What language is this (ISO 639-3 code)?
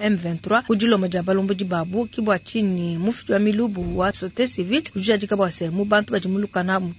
lua